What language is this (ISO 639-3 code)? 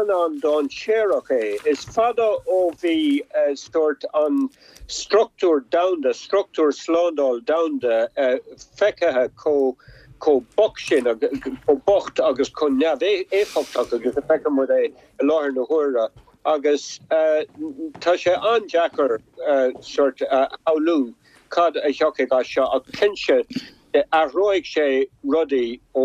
gle